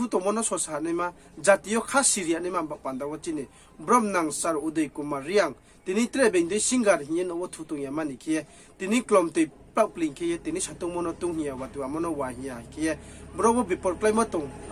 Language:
Riang (India)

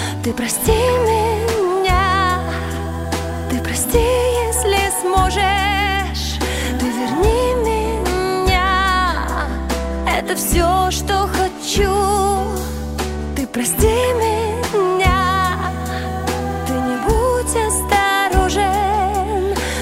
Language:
Russian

